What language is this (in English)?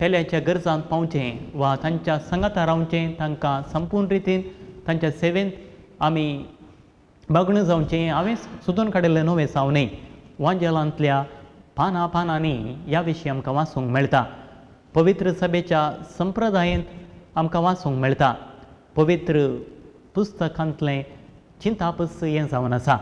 Konkani